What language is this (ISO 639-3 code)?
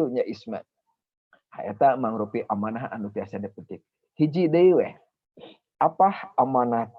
sun